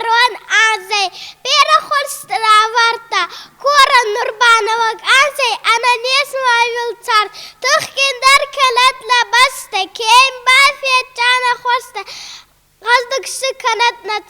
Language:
Ossetic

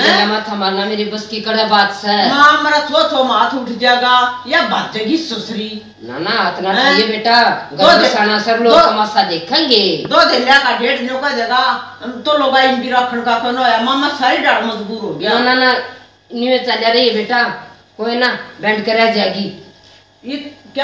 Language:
Haryanvi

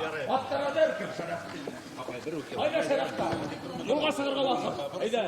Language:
Bashkir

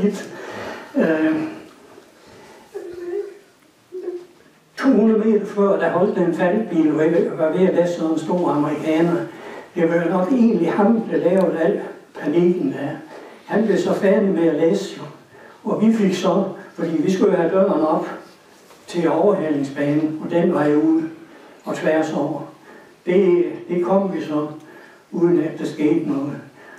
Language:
Danish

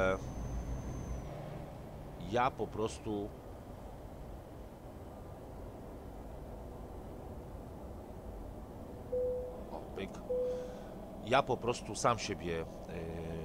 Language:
Polish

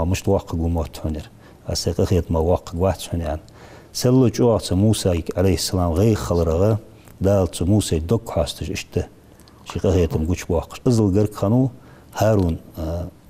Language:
Ingush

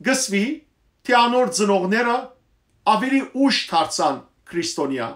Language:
Western Armenian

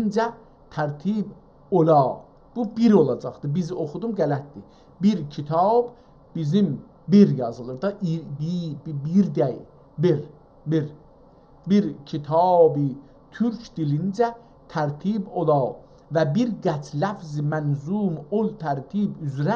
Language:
South Azerbaijani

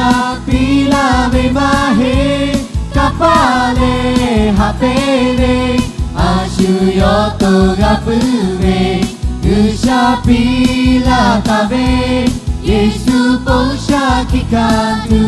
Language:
Lahu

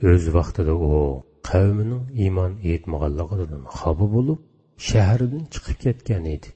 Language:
Uyghur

